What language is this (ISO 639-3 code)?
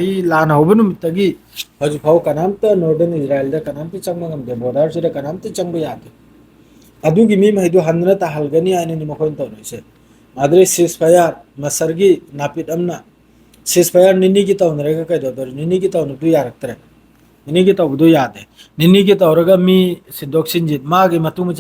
mni